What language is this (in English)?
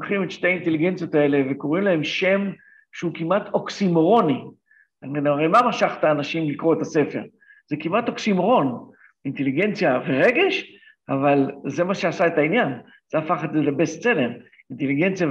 Hebrew